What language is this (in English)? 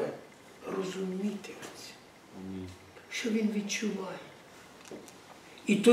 Ukrainian